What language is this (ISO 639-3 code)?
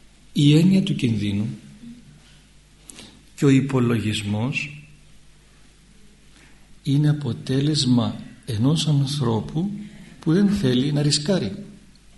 ell